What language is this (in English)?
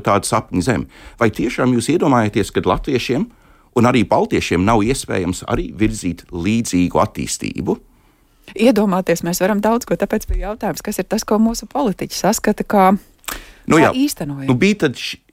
Latvian